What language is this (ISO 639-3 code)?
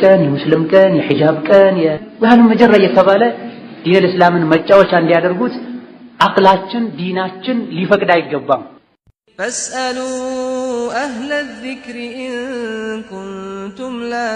amh